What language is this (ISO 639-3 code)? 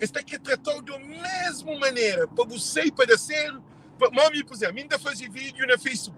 kea